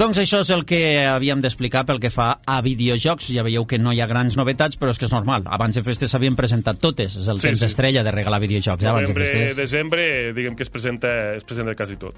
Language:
Catalan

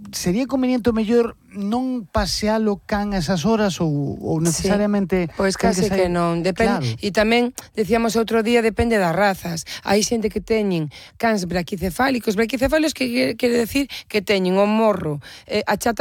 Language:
Galician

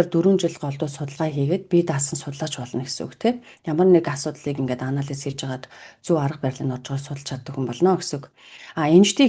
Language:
Mongolian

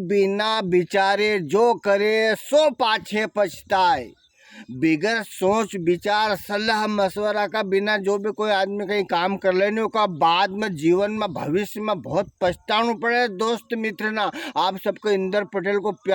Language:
Rajasthani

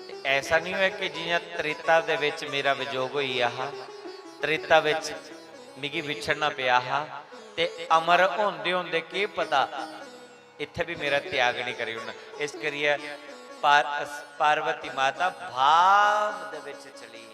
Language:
Dogri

